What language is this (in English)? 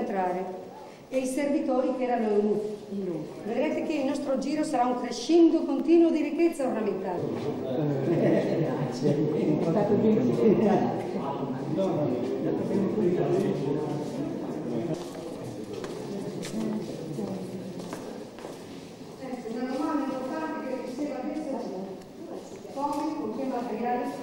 Italian